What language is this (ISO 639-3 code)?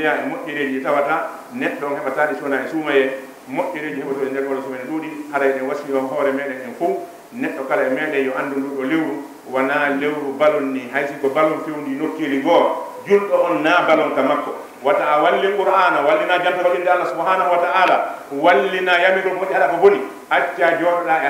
ful